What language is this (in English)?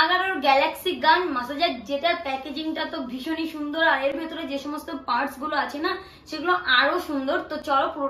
Bangla